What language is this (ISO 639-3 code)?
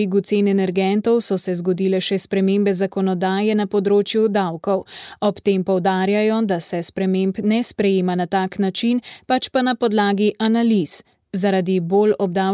slv